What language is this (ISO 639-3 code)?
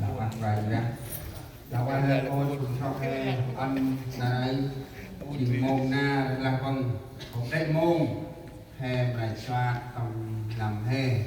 cmo